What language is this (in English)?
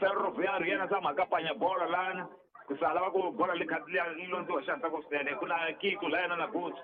Tsonga